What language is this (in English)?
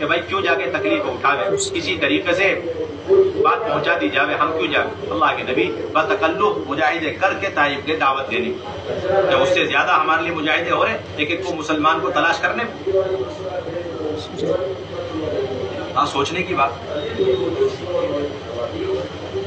Urdu